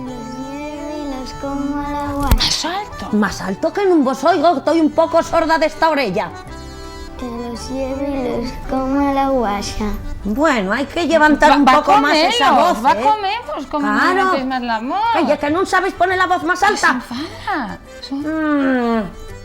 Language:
Asturian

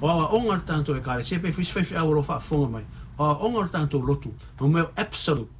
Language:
Samoan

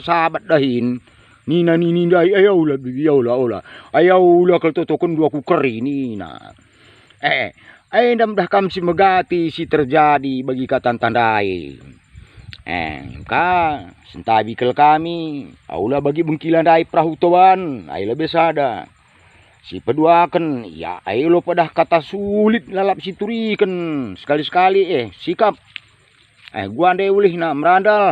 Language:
Batak Karo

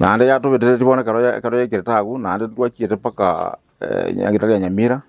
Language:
Gusii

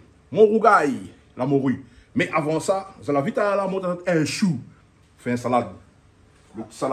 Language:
Réunion Creole French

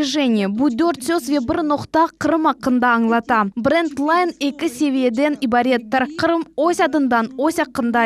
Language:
Crimean Tatar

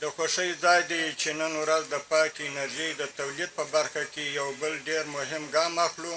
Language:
Pashto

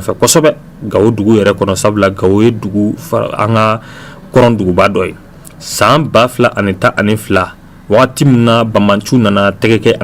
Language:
Bambara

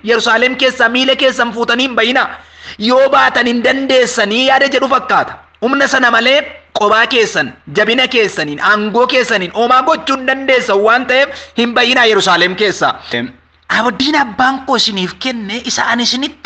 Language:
Oromo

